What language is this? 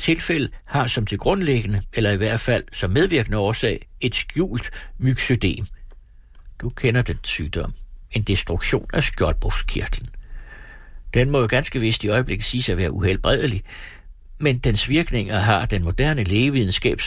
Danish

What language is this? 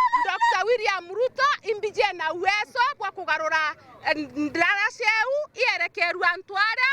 Meru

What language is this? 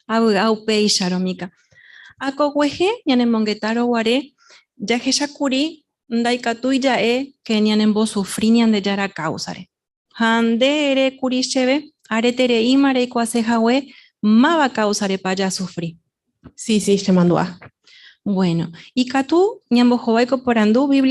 Guarani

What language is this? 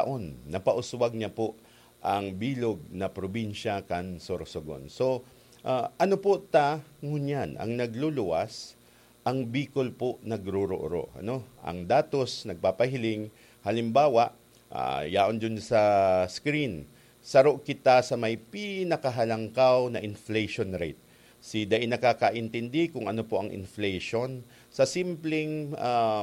Bikol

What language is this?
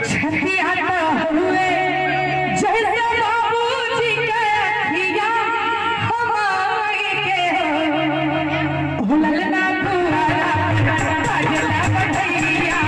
Maithili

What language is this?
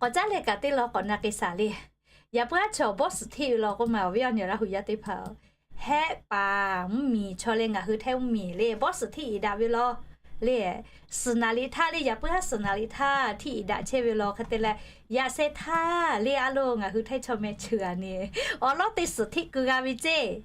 Lahu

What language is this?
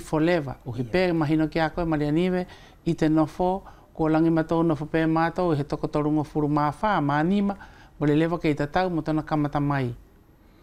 Wallisian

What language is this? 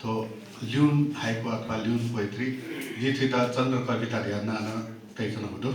Newari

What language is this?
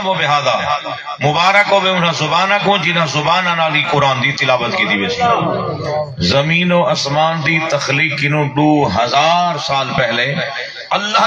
Saraiki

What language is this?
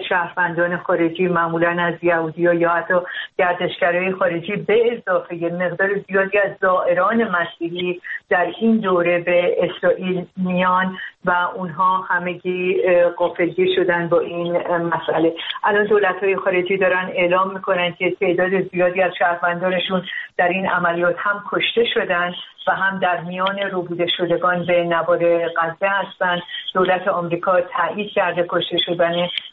Persian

